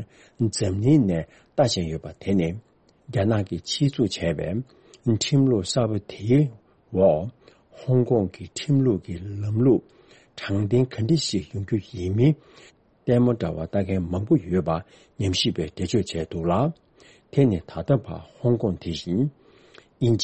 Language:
Tibetan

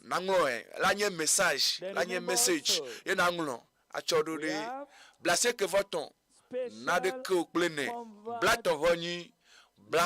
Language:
Ewe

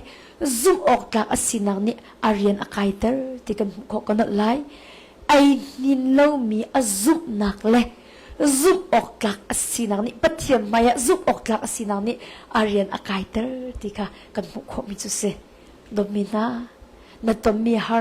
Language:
Hakha Chin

